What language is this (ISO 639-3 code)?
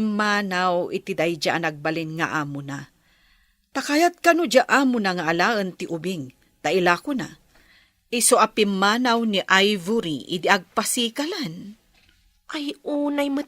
ilo